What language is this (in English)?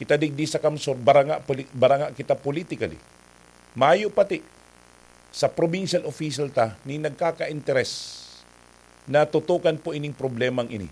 Bikol